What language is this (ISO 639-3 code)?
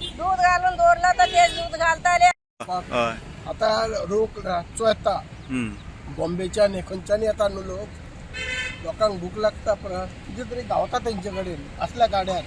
kok